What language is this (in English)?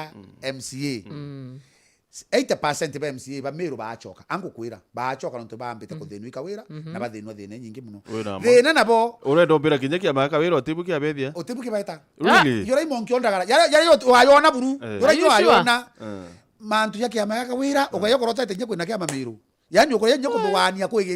Meru